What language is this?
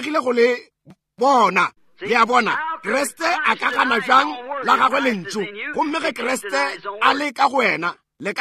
Northern Sotho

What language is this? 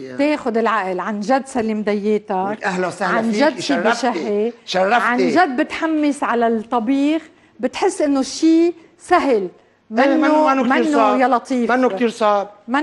North Levantine Arabic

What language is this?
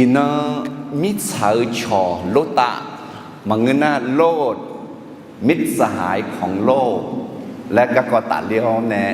Akha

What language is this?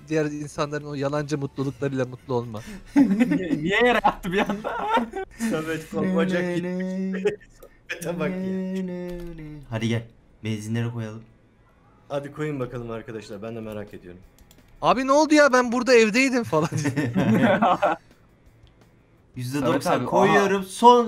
Turkish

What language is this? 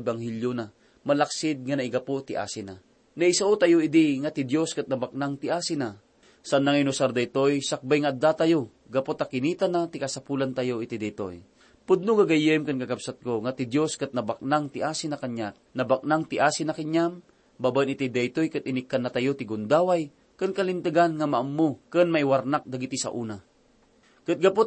Iloko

